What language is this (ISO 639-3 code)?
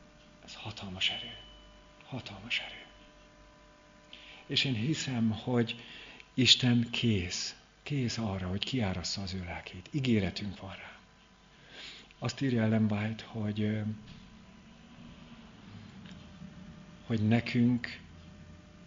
hun